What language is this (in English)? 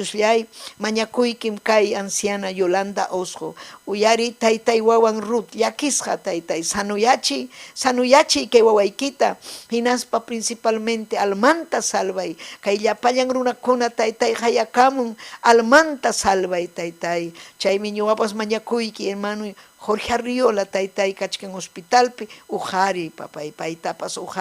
Ayacucho Quechua